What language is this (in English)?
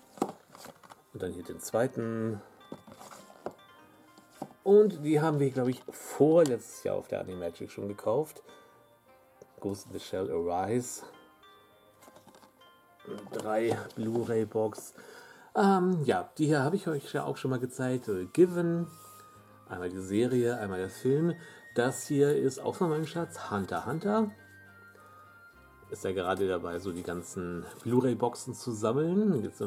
German